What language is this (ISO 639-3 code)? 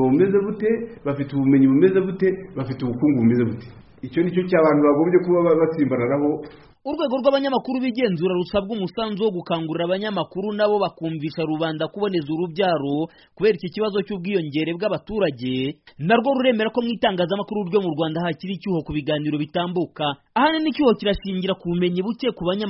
kin